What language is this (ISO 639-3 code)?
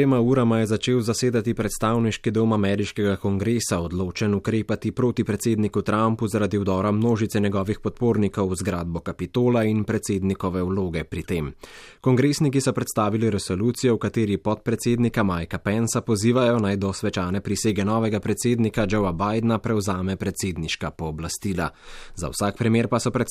slv